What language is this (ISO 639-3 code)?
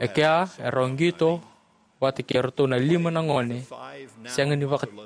fij